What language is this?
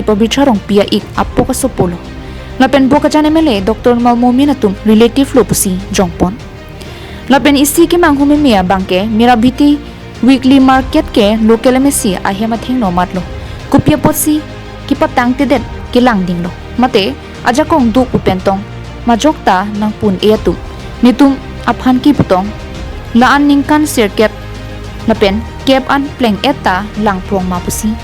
Karbi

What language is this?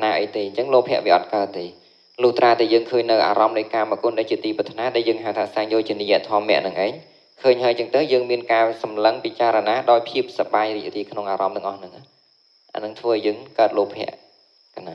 Khmer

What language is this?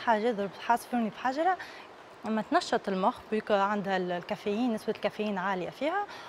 Tunisian Arabic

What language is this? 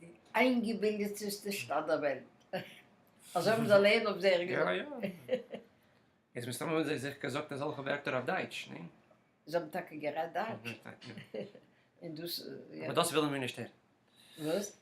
Yiddish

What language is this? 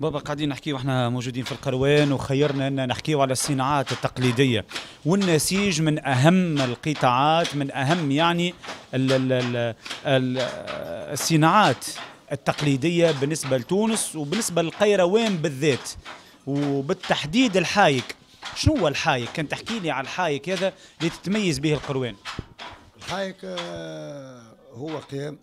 Tunisian Arabic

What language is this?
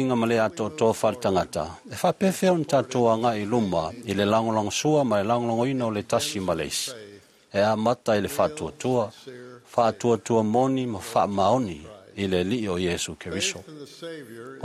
Samoan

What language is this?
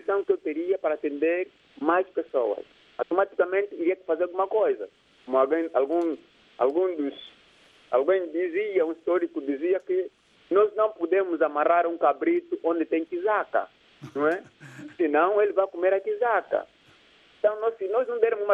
Portuguese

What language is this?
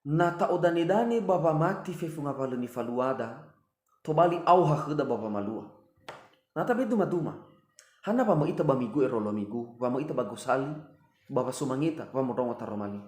Nias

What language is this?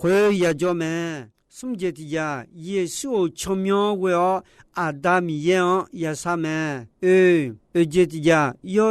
Akha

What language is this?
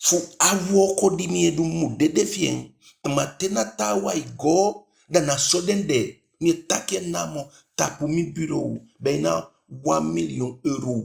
Eastern Maroon Creole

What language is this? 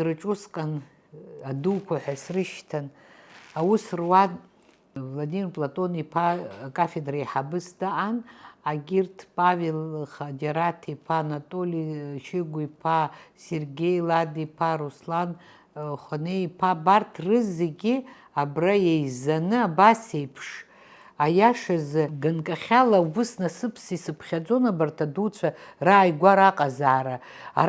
Abkhazian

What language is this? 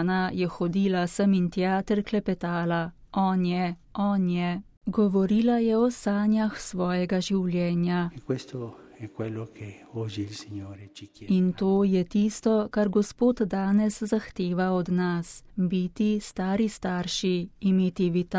Slovenian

